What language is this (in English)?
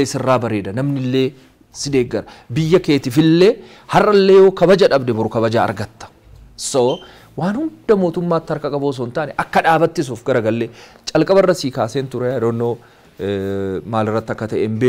Oromo